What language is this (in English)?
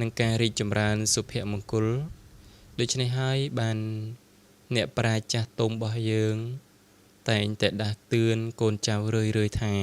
Khmer